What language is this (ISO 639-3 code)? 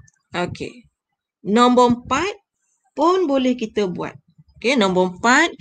msa